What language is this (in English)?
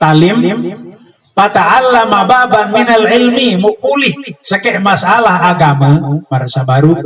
Sasak